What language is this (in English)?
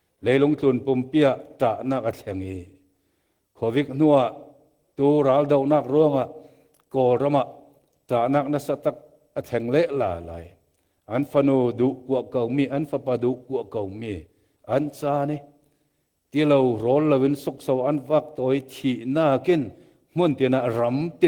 Falam Chin